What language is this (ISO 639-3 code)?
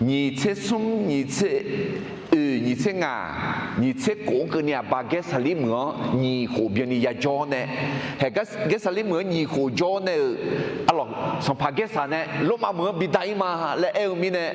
ahk